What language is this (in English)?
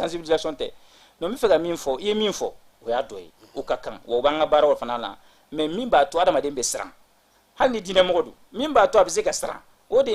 Bambara